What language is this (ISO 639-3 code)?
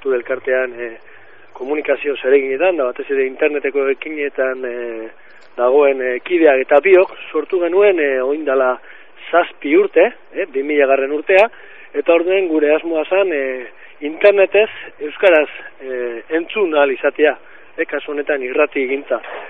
eus